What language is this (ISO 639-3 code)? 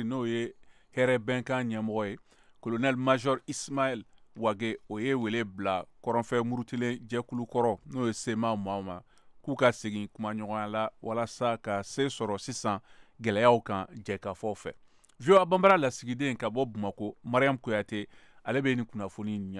bam